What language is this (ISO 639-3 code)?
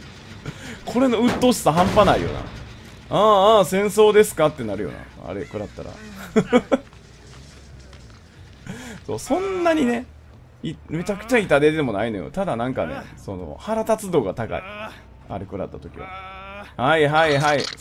jpn